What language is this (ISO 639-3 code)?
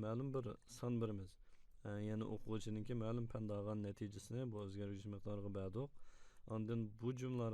uig